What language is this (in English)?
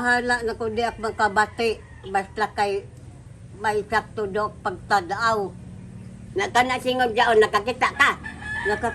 Cebuano